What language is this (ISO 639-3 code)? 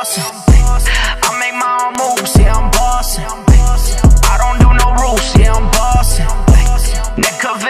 eng